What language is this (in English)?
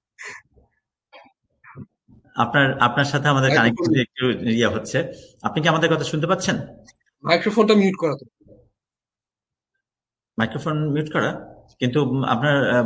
Bangla